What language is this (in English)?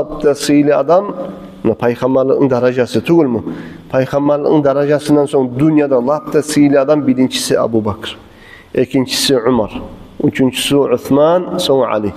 Kumyk